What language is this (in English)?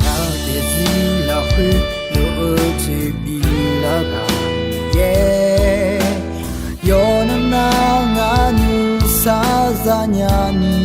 Akha